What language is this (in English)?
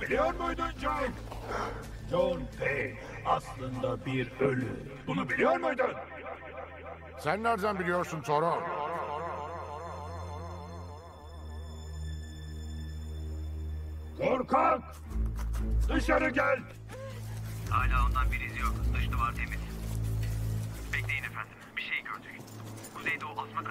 Turkish